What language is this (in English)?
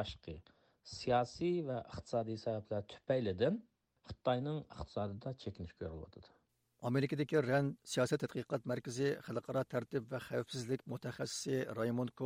Uyghur